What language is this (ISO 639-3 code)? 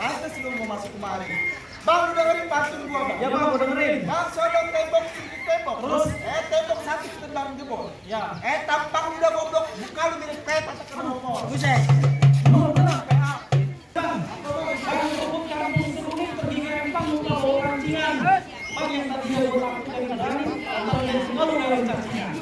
bew